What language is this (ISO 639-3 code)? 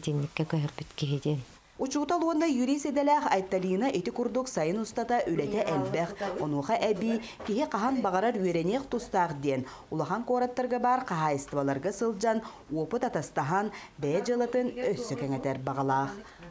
sah